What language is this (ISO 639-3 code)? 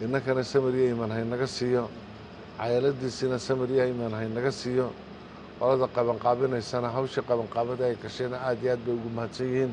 som